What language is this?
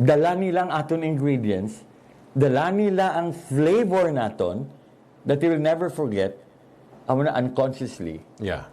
Hiligaynon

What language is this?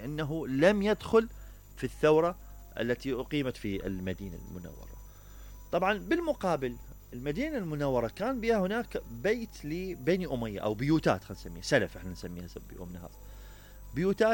Mesopotamian Arabic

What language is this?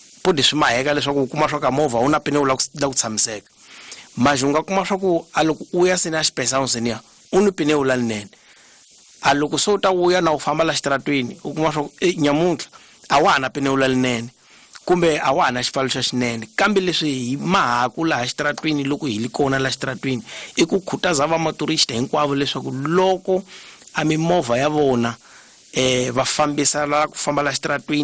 Tsonga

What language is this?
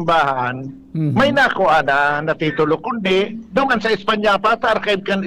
Bikol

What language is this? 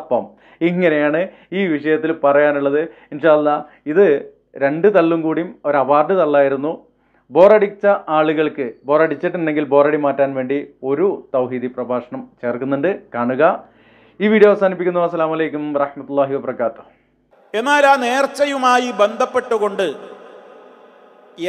Malayalam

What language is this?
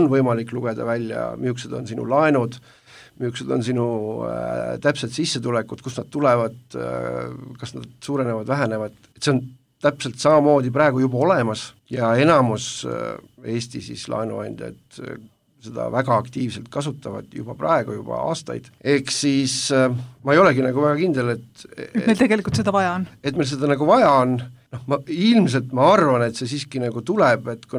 Estonian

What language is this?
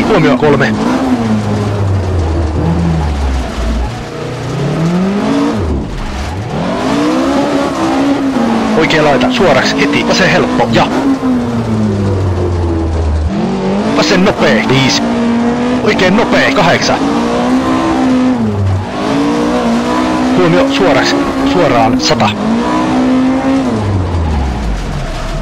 Finnish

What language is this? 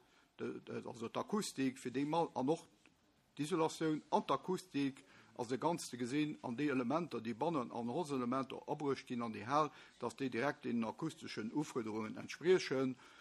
Luxembourgish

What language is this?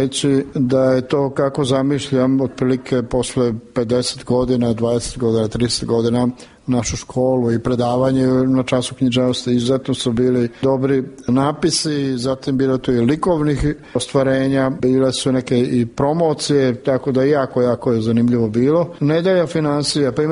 Serbian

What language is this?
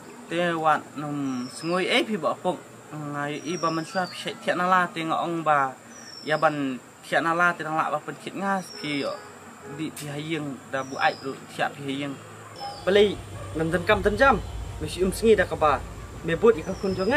Khasi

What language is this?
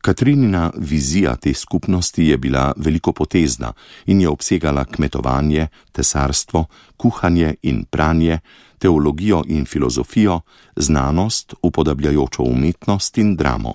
Slovenian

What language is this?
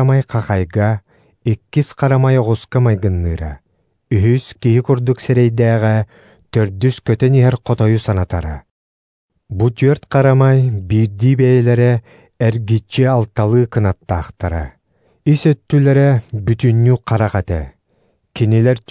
Yakut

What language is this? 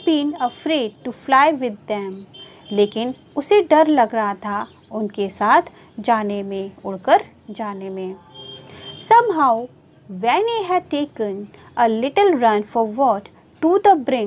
Hindi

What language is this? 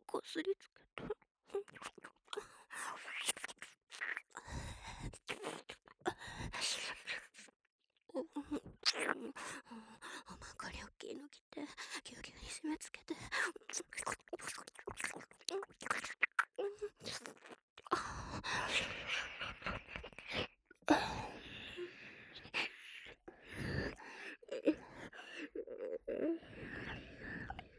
Japanese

